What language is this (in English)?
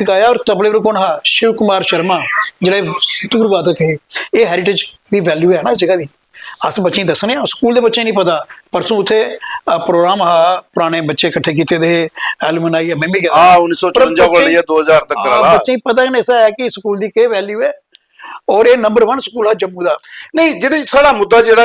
Dogri